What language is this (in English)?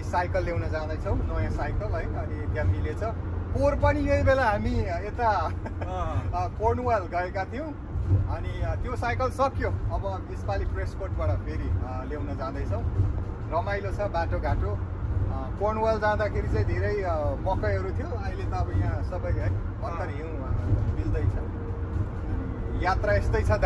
Nepali